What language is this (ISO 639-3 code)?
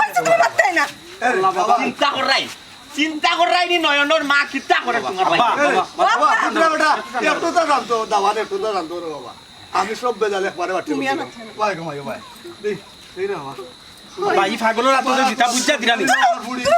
syl